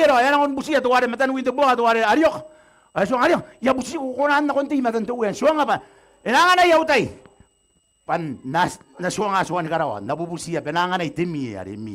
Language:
Gilbertese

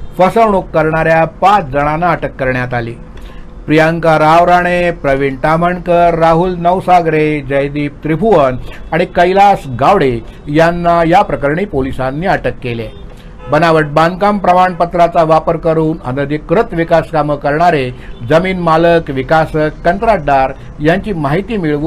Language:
Marathi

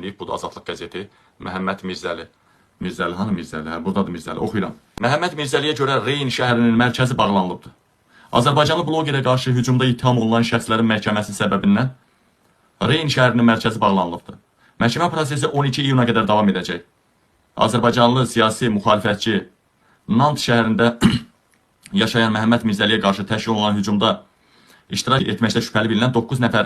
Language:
Azerbaijani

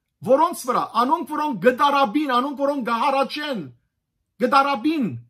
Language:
Western Armenian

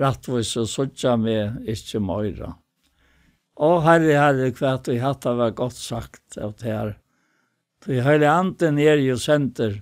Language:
Faroese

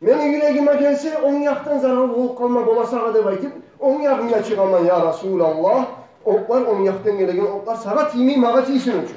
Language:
Kumyk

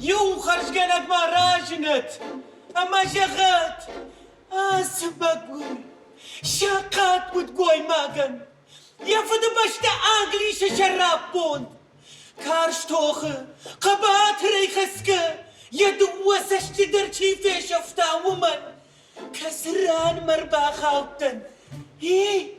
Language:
Ossetic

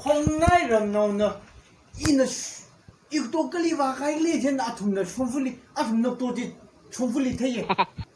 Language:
Tangkhul Naga (India)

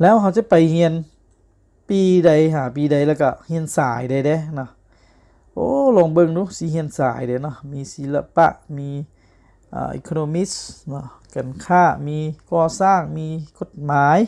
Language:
Lao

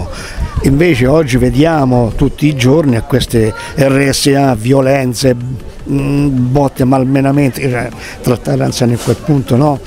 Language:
Italian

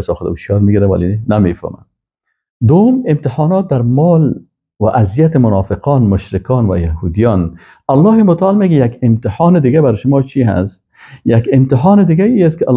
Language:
Persian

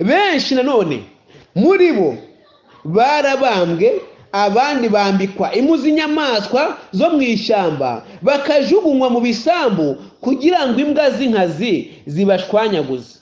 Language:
Kinyarwanda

